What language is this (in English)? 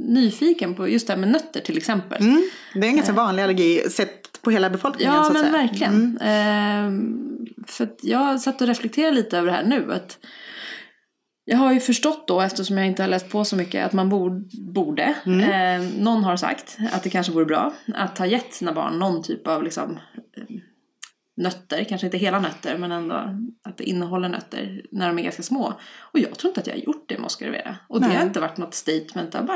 Swedish